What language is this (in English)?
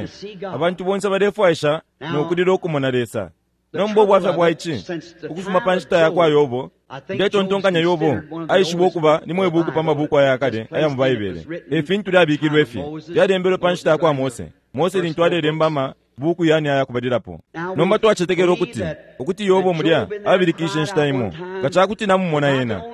Bemba